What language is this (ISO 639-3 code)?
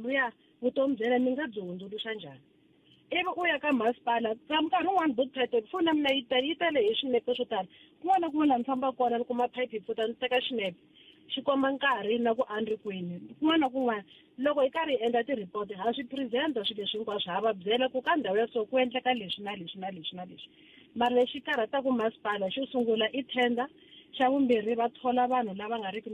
tso